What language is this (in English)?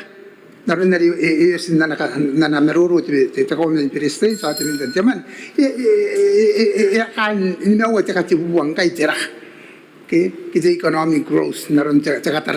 Gilbertese